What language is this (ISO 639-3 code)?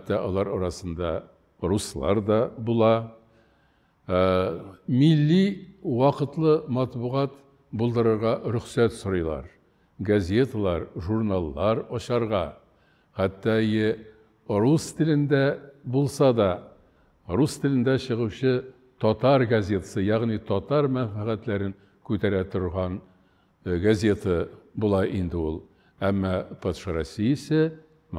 tat